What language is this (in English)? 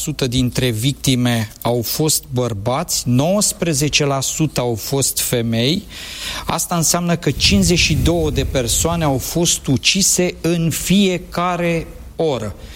Romanian